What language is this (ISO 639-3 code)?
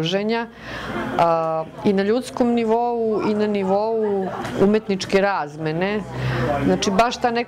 srp